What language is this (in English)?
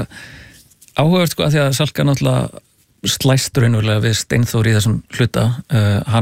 Icelandic